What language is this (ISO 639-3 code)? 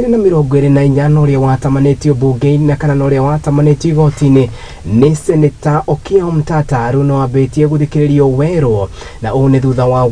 kik